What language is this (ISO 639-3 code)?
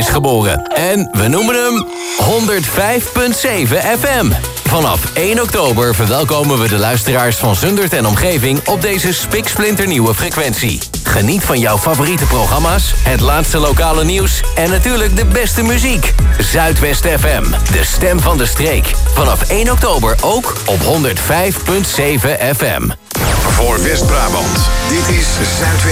nld